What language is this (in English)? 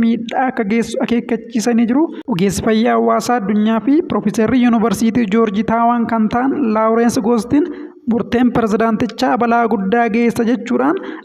Oromo